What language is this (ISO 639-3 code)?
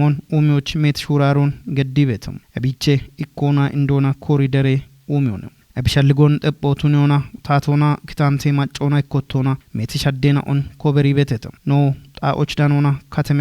kbr